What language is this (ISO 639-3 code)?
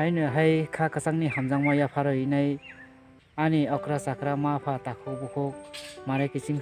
trp